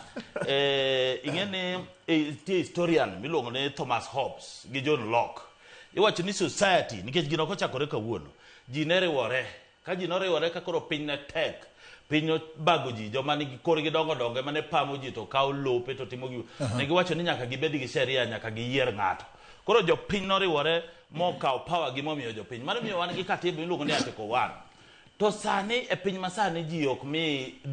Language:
Luo (Kenya and Tanzania)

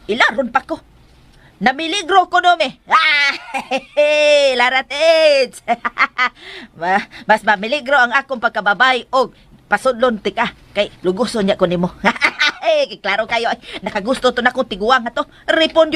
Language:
Cebuano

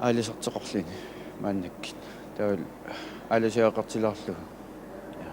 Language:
Kalaallisut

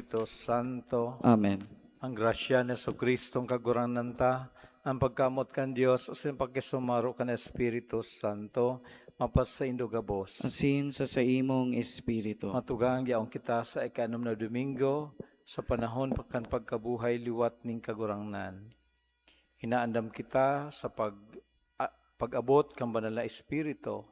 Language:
Bikol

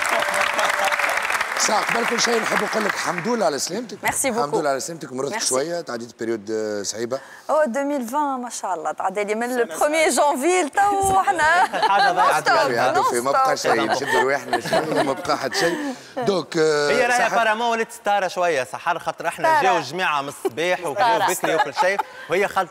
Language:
Tunisian Arabic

